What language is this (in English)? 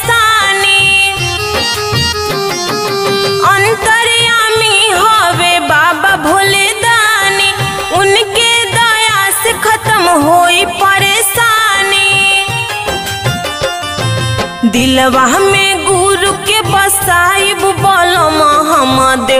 Bhojpuri